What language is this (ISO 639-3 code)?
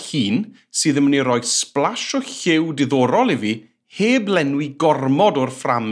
cym